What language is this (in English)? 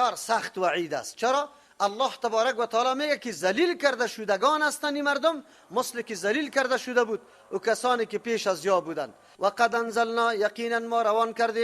Persian